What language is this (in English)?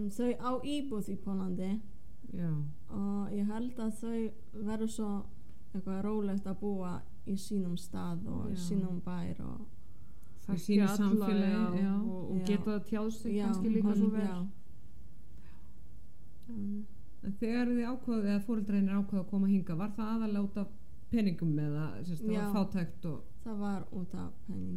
Icelandic